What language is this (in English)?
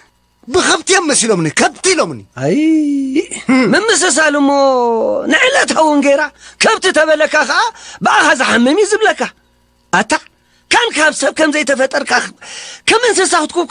Tigrinya